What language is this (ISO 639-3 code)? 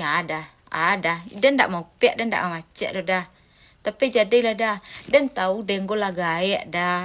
min